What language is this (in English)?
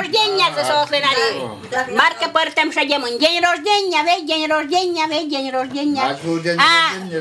Udmurt